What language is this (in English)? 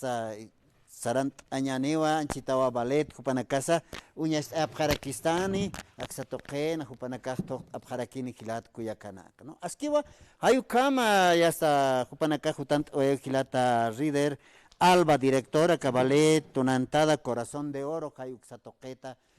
Aymara